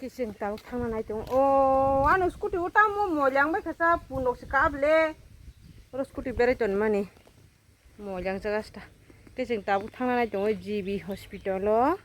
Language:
Kok Borok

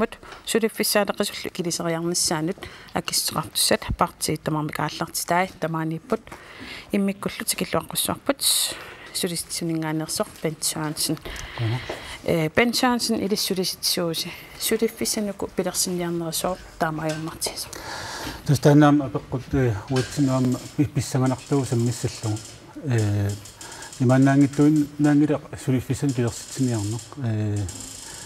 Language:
Kalaallisut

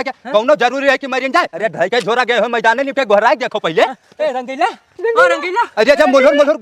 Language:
Awadhi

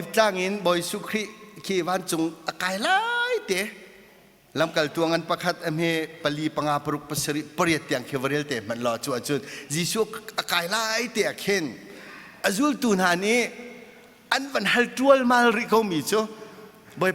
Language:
Hakha Chin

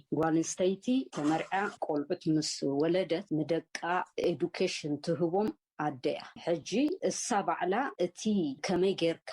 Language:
Tigrinya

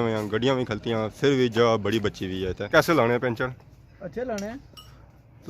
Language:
Pahari-Potwari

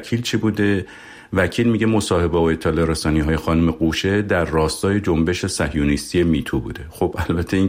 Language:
Persian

